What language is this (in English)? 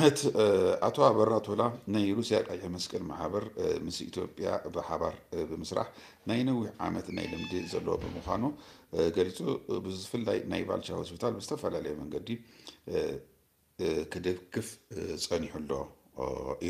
Tigrinya